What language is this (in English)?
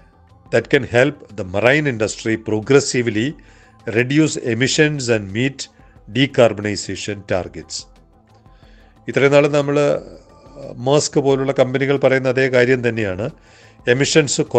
Malayalam